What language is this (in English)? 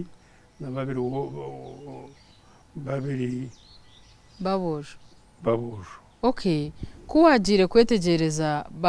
Nyankole